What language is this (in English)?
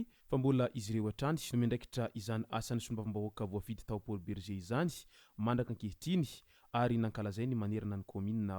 Malagasy